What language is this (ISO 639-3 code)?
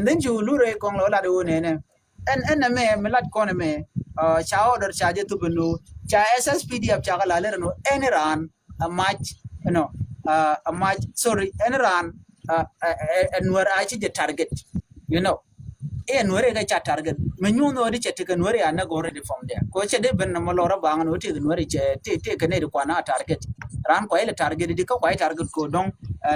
nus